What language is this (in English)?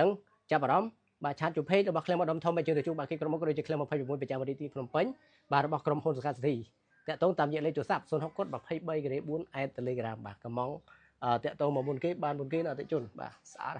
Khmer